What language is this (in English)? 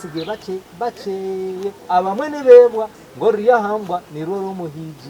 Nyankole